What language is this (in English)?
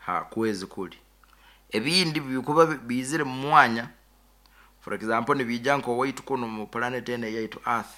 Nyoro